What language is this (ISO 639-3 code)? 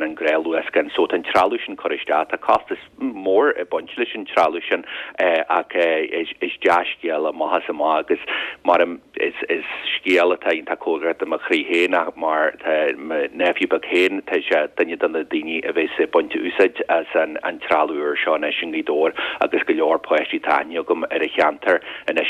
gle